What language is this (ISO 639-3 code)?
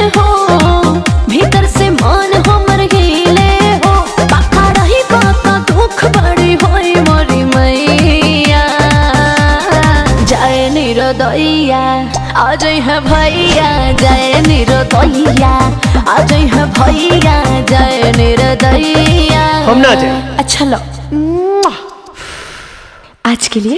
bho